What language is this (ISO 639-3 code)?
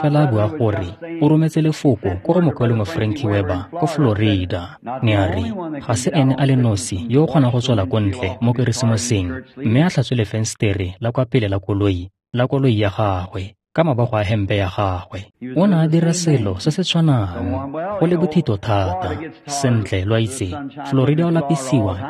tsn